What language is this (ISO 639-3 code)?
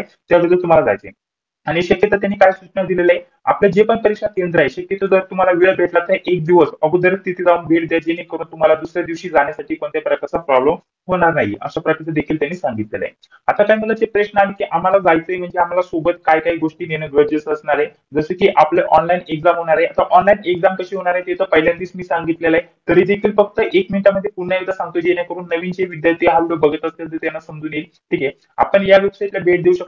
mar